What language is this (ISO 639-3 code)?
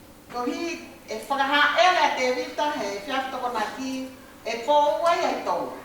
ton